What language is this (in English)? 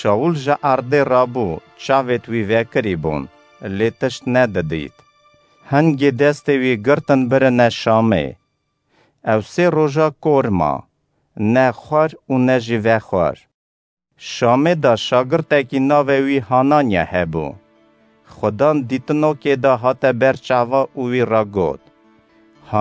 Kurdish